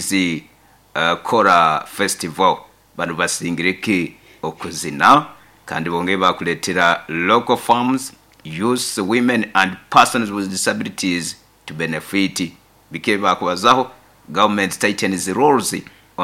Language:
Nyoro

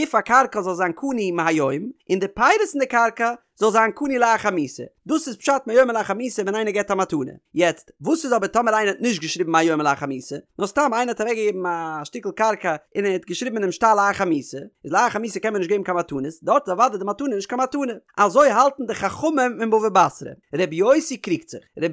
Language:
Yiddish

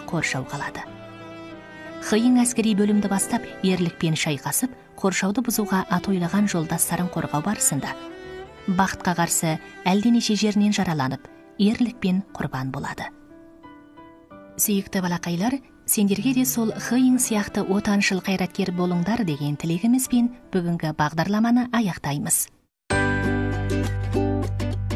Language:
Kazakh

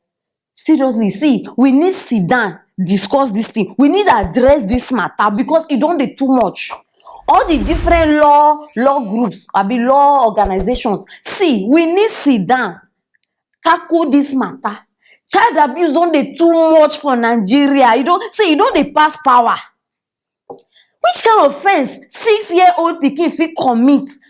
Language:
Nigerian Pidgin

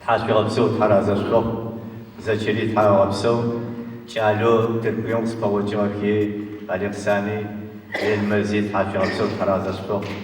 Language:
Adyghe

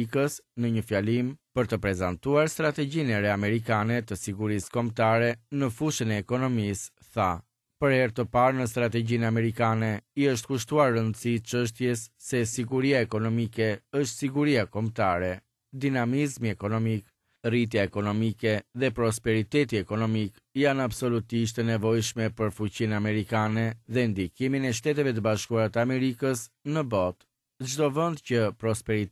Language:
Albanian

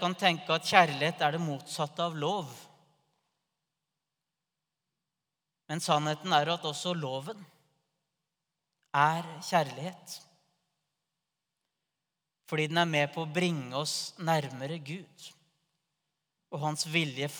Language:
Norwegian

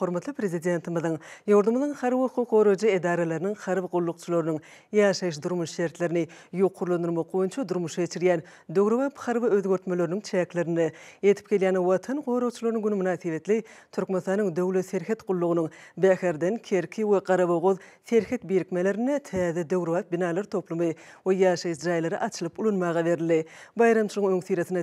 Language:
Turkmen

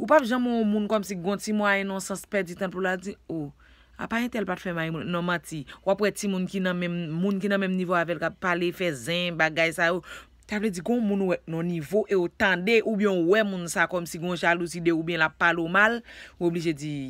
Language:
Haitian Creole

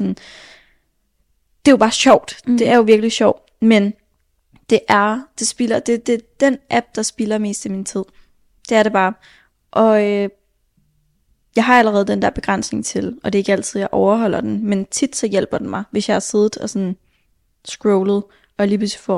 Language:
Danish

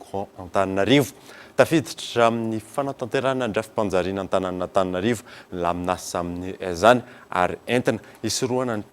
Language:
Malagasy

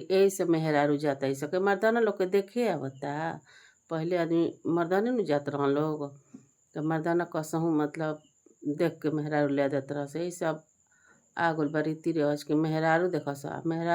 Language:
Bhojpuri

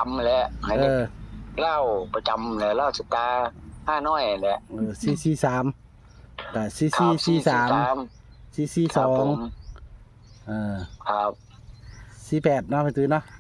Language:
Northeastern Thai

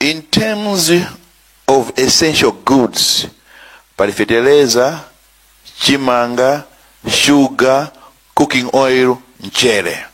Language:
Nyanja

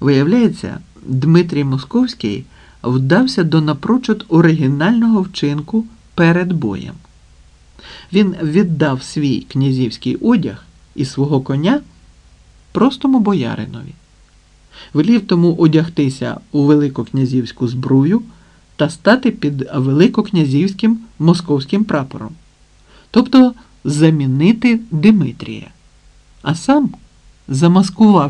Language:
Ukrainian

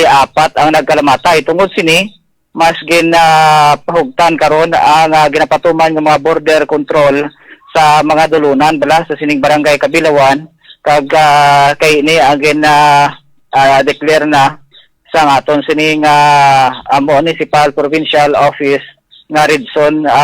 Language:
Hiligaynon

